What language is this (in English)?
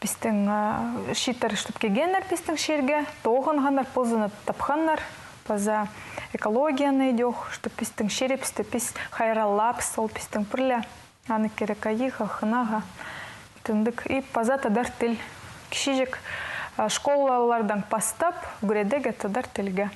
Khakas